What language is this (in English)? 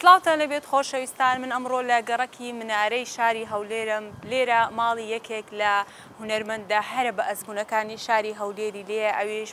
Central Kurdish